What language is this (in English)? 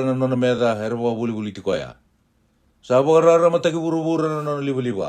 Fijian